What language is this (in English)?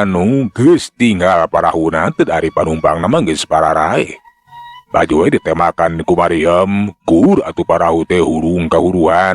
Sundanese